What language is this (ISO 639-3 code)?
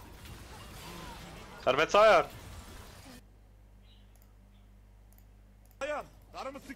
tur